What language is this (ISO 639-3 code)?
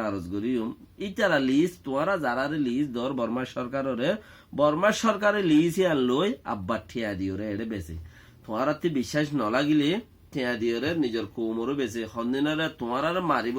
rhg